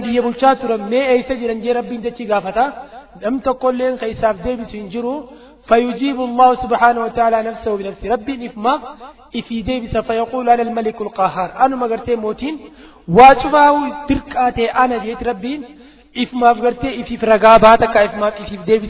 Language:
Oromo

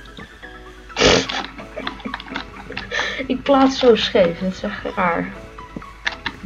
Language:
Dutch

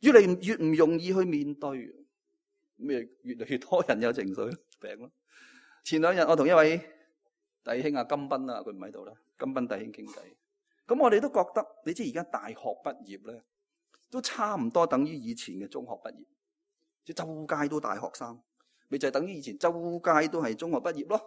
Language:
Cantonese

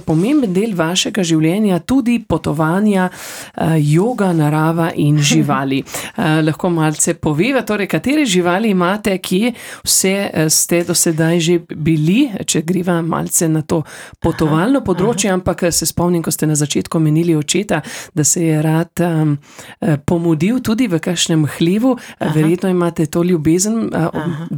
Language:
Slovenian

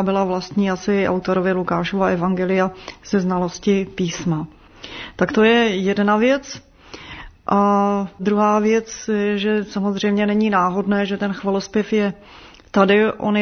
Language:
Czech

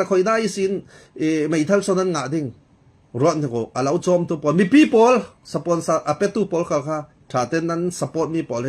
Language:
Falam Chin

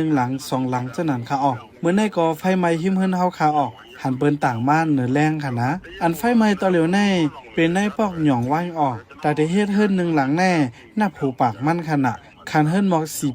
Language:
Shan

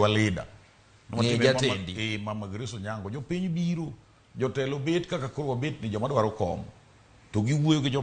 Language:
Luo (Kenya and Tanzania)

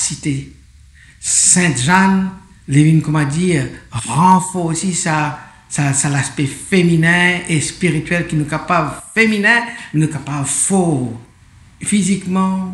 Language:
Morisyen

